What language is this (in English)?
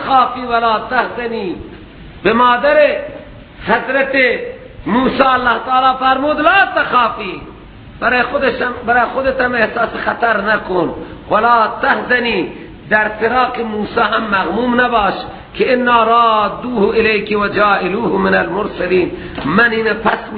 Persian